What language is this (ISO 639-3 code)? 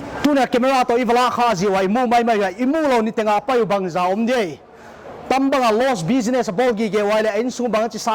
pck